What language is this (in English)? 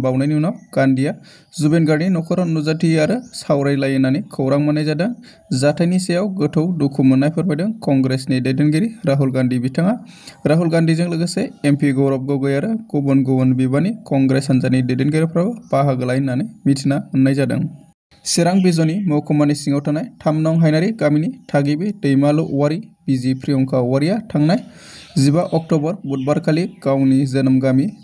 Bodo